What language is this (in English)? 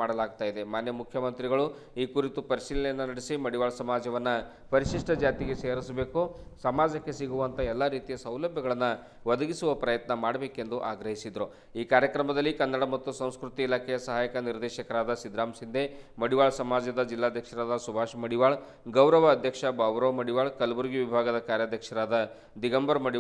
Kannada